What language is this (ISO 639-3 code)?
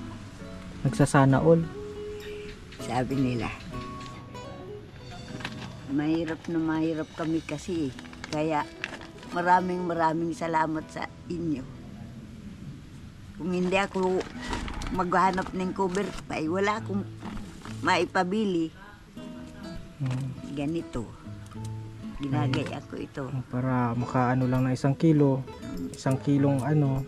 fil